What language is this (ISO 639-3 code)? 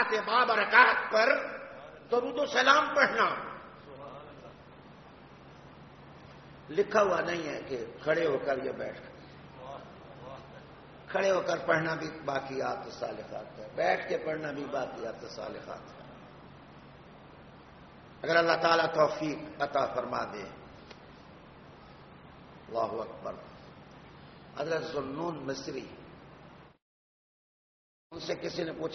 urd